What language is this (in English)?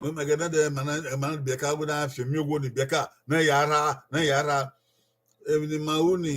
Bini